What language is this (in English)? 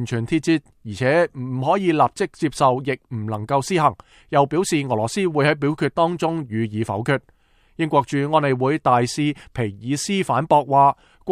Cantonese